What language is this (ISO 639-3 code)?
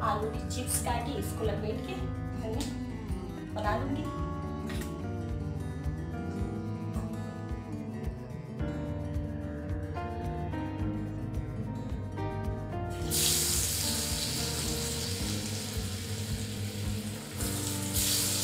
hin